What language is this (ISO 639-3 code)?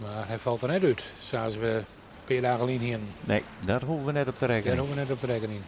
fry